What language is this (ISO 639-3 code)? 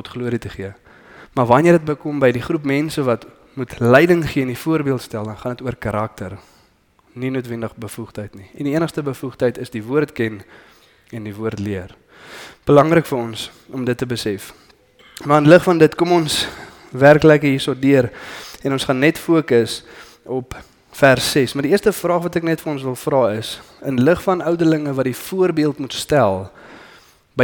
afr